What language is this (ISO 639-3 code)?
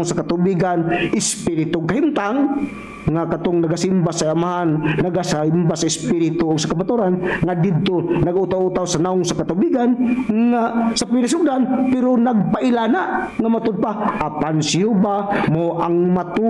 ceb